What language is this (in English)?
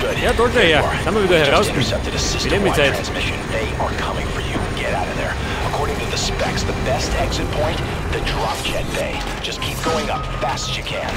Bavarian